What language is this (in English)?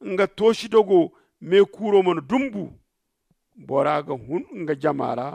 Zarma